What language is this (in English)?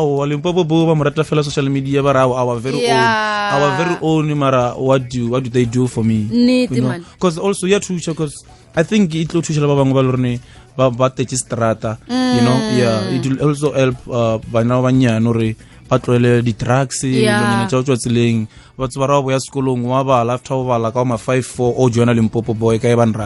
Northern Sotho